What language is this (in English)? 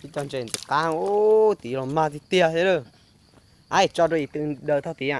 Hmong